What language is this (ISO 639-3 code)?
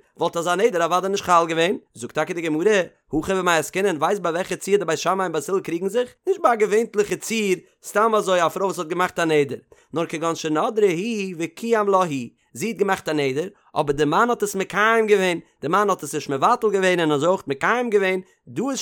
yid